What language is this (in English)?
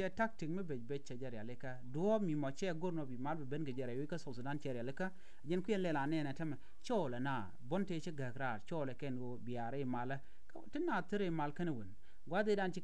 Nuer